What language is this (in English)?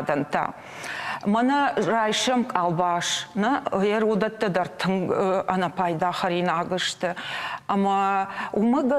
Ossetic